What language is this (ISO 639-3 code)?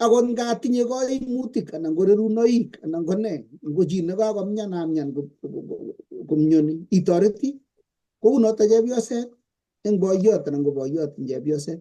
kln